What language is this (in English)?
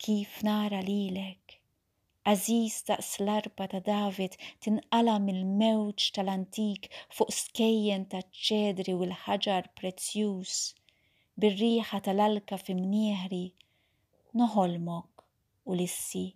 Maltese